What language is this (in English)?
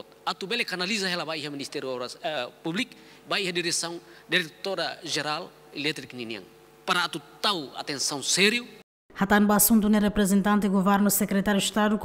Tetum